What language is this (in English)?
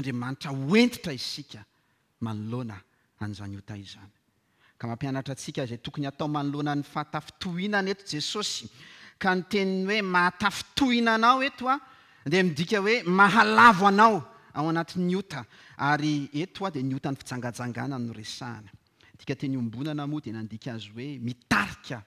Malagasy